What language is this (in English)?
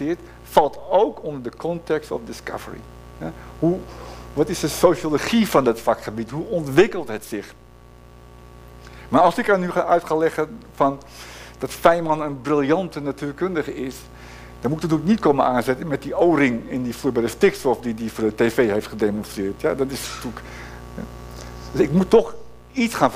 Dutch